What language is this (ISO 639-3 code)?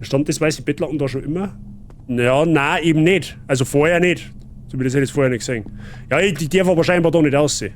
bar